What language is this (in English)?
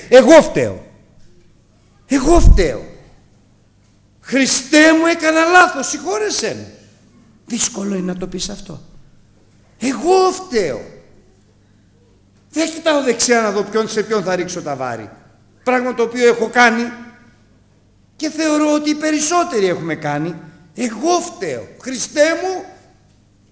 Greek